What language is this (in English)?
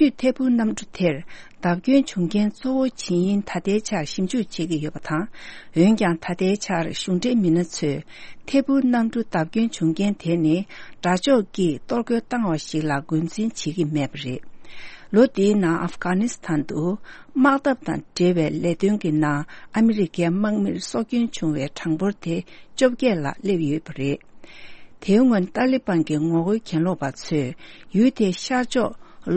Tibetan